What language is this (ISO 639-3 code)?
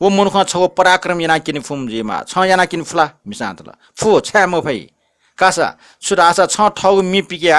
new